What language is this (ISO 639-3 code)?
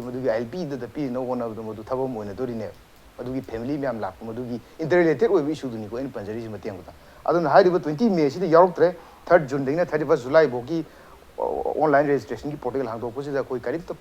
mni